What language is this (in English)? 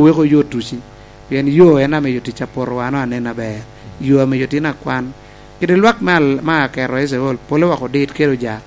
Lango (Uganda)